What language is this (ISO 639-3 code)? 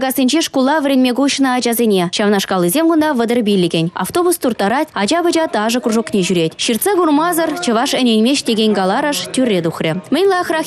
chv